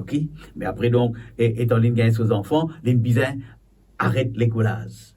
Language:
Morisyen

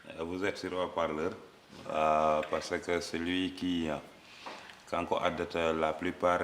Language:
Fula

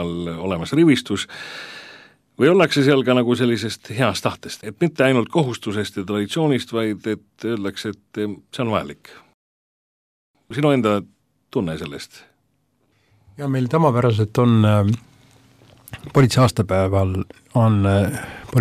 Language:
Estonian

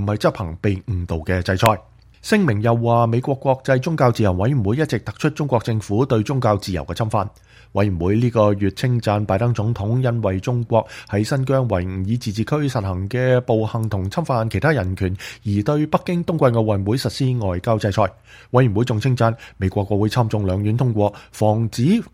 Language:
Cantonese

